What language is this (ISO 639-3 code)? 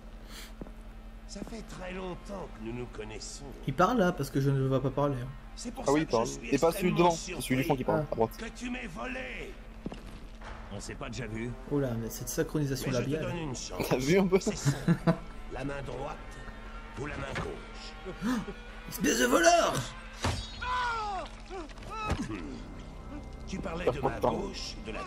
fra